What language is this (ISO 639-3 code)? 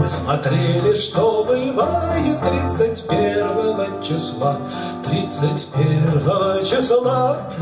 rus